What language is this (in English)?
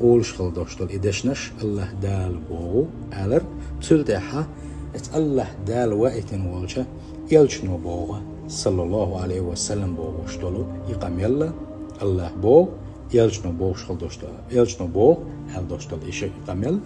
Chechen